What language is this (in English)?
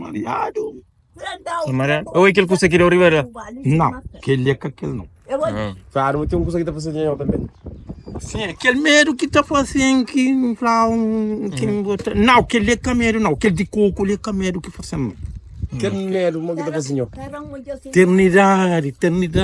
Kabuverdianu